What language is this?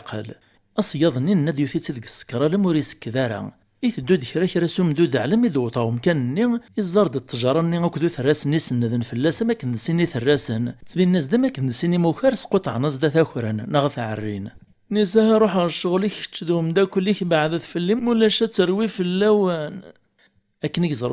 Kabyle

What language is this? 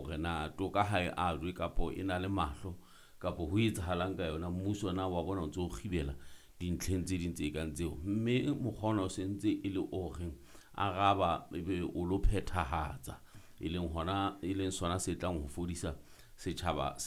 Southern Sotho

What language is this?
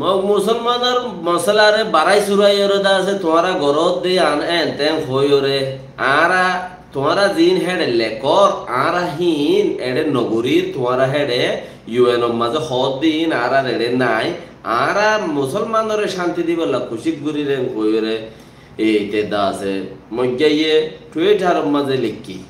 Rohingya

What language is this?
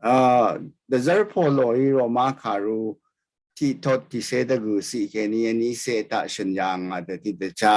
Rawang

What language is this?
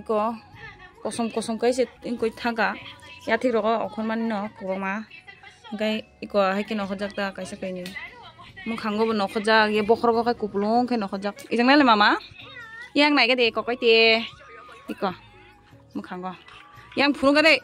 Kok Borok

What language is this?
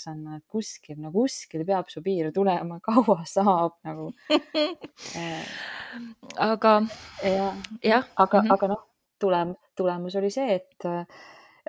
Estonian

